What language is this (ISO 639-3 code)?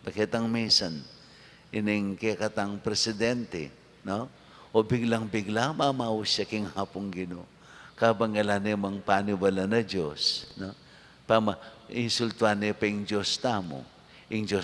pam